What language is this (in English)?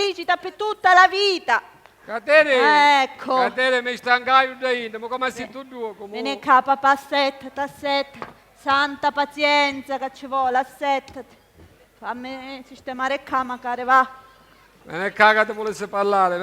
Sicilian